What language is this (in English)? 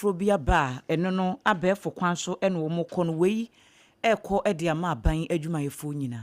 Akan